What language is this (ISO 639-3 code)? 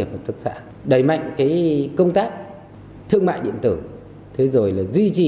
vie